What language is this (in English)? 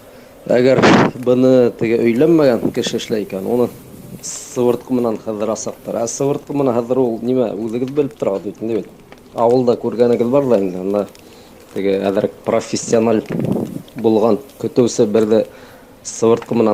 Bashkir